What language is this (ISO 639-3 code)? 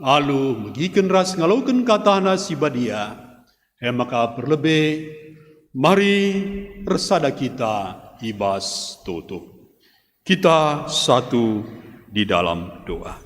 btx